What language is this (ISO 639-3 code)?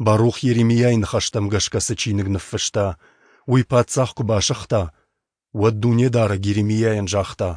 oss